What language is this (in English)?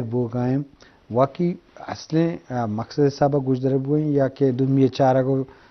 Eastern Balochi